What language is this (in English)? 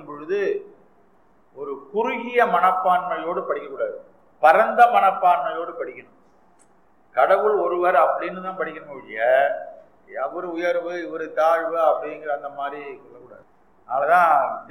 Tamil